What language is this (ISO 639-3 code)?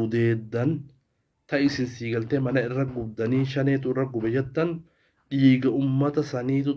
orm